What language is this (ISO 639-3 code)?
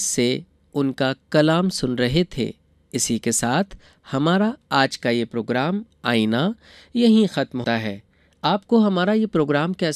urd